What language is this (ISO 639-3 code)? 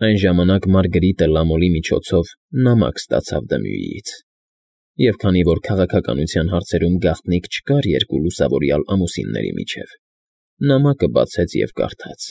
hye